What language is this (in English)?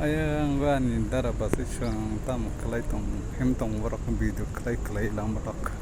Kok Borok